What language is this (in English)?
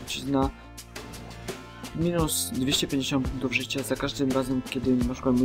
Polish